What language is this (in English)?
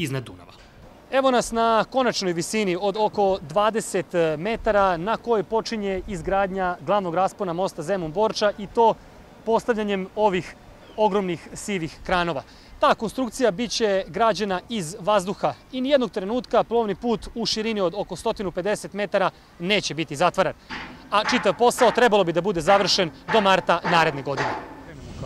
Serbian